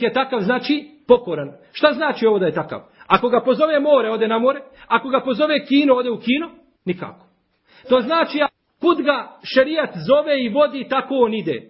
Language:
Bosnian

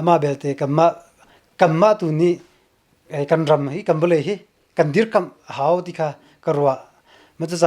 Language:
Hakha Chin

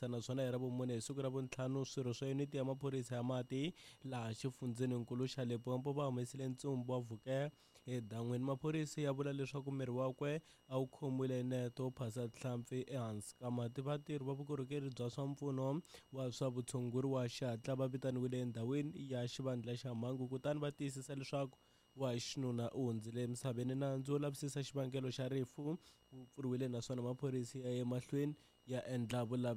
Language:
Tsonga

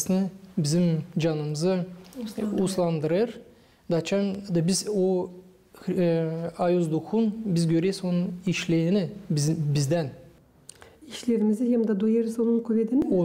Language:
Gagauz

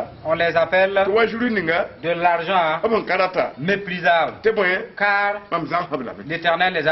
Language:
Mossi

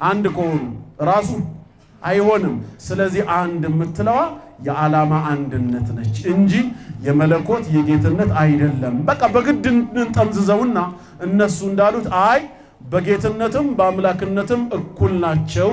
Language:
Amharic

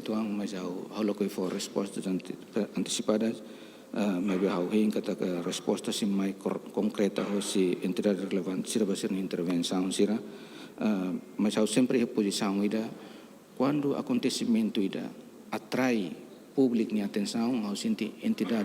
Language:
Tetum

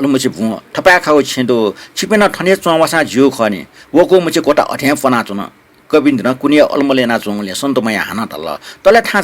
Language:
Newari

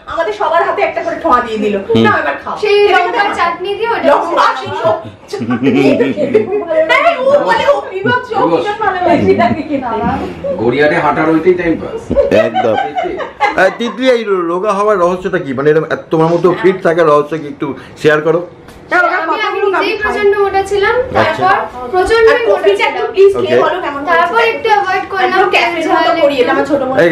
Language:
Bangla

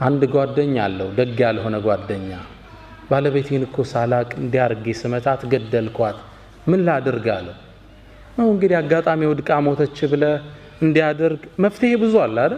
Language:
Amharic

